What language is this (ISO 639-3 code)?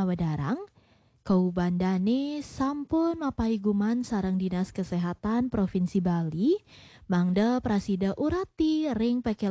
ban